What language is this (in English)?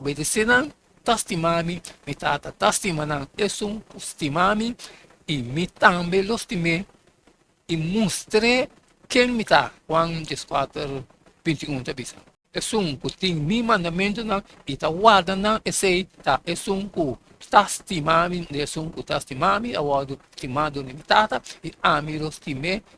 Papiamento